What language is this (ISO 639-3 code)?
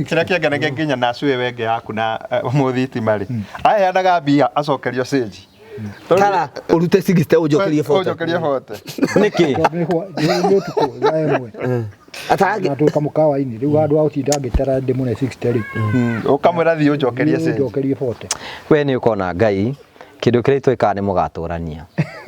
kik